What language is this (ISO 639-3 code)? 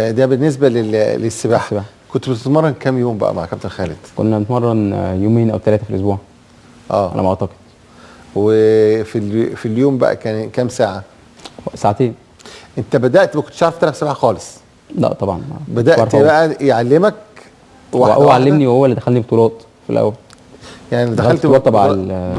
arz